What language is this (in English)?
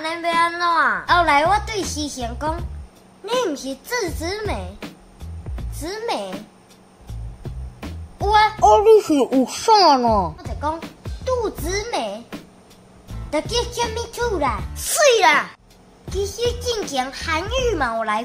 Min Nan Chinese